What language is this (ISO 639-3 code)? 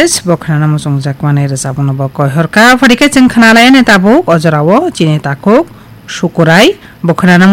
trp